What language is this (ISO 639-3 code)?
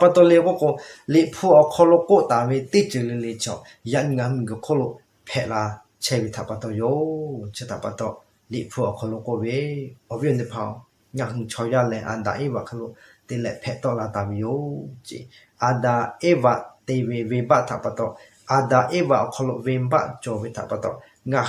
lhu